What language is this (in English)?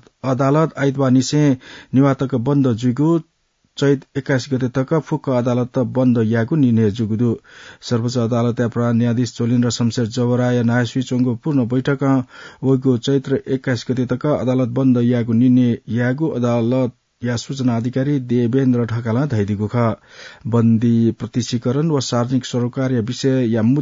Newari